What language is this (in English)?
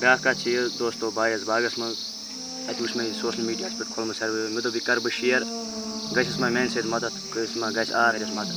Kashmiri